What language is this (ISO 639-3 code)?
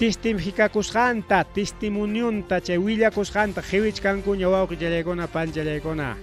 quy